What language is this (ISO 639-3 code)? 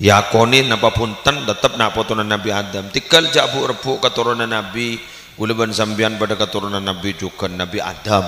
mad